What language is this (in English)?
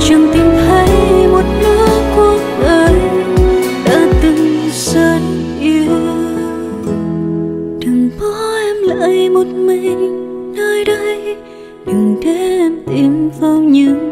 Vietnamese